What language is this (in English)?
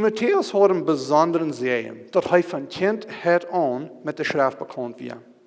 Plautdietsch